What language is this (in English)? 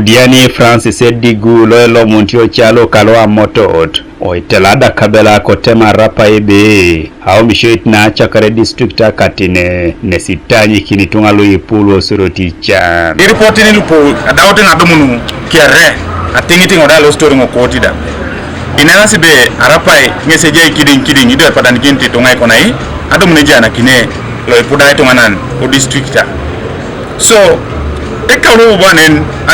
Teso